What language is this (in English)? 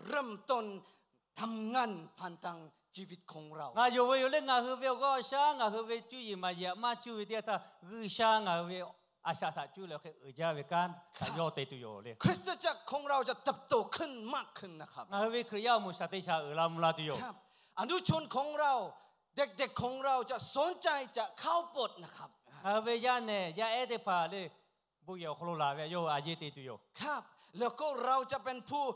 Lahu